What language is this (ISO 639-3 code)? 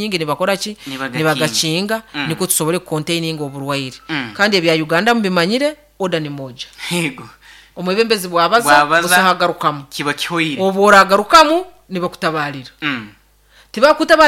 nyo